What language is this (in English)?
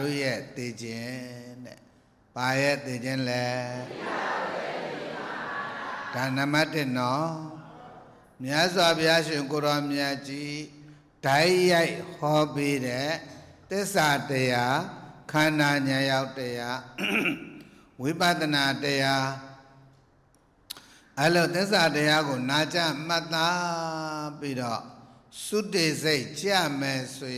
Burmese